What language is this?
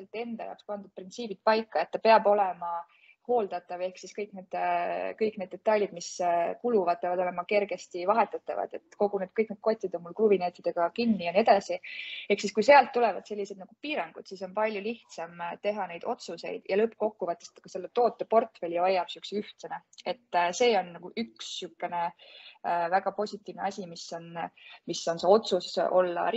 Estonian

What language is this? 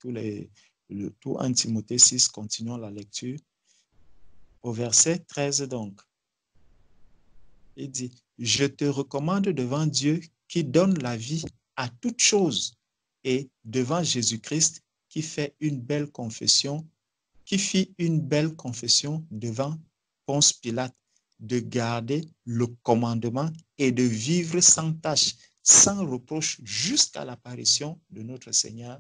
French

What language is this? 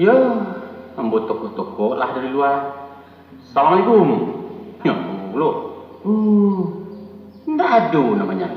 Minangkabau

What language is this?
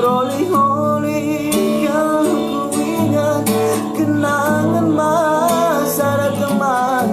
Batak Karo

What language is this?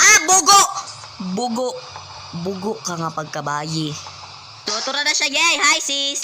Cebuano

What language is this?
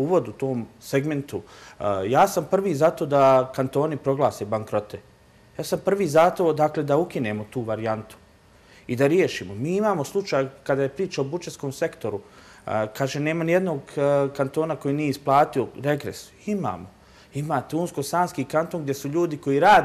Bosnian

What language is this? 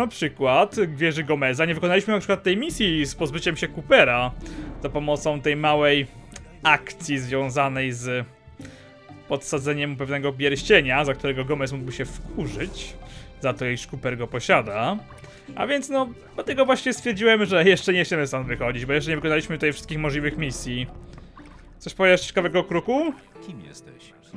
Polish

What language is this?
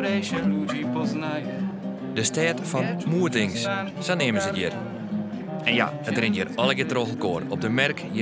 Western Frisian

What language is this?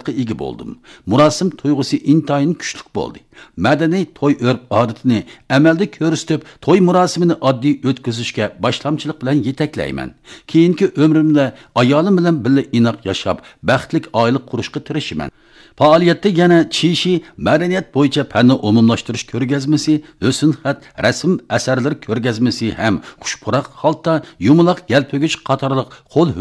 Uyghur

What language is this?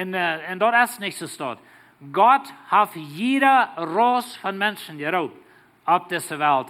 Plautdietsch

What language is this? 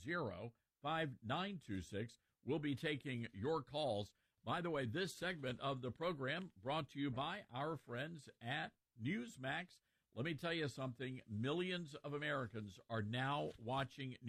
English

